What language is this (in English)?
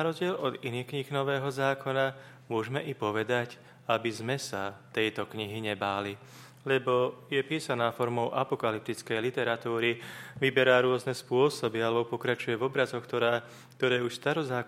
Slovak